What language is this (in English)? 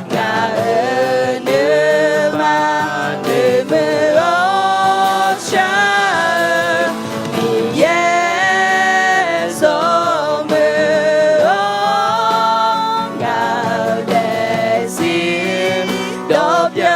Akha